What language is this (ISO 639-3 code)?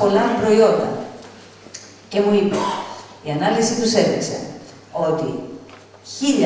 ell